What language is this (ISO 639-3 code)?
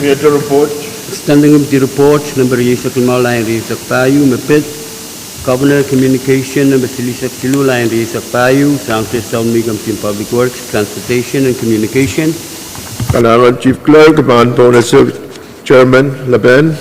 pon